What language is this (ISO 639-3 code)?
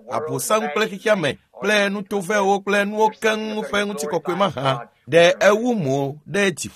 ewe